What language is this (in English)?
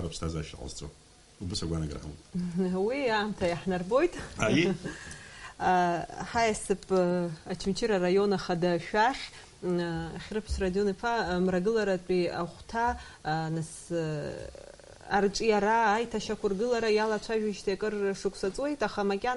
Abkhazian